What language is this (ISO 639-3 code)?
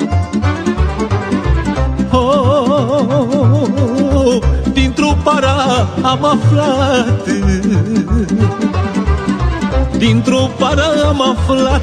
ron